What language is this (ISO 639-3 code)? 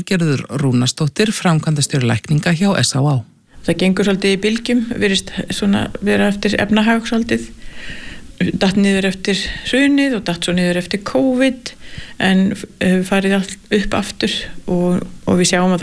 isl